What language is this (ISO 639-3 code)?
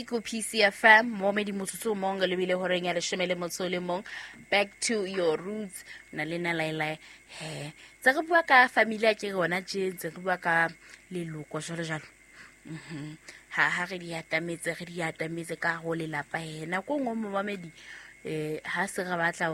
sot